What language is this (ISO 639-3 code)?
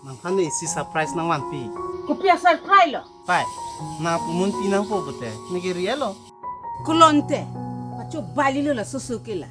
mjw